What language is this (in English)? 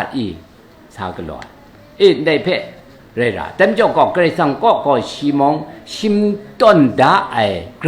Kachin